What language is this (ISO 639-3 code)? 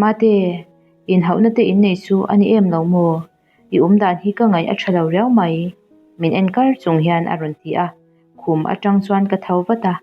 lus